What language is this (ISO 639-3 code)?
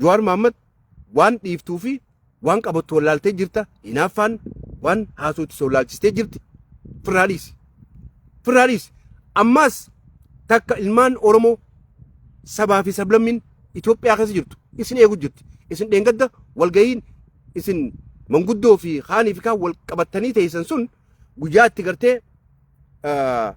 orm